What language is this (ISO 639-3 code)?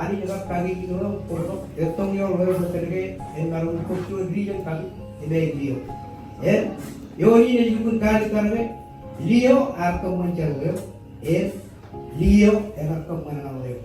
mah